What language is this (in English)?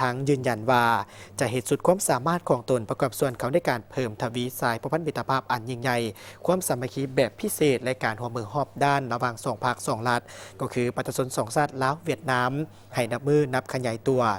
Lao